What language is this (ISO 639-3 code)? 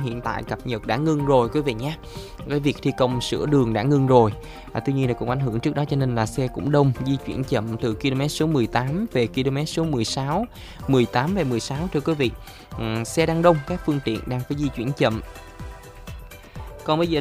vie